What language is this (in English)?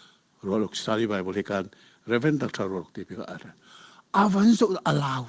Hakha Chin